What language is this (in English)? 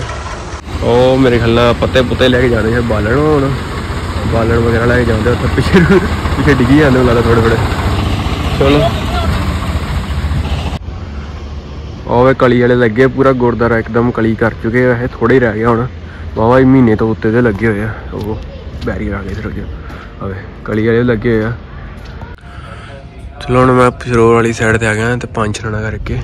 Punjabi